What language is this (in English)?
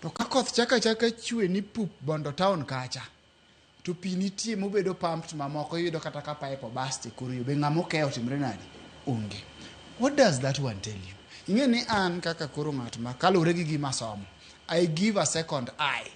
Luo (Kenya and Tanzania)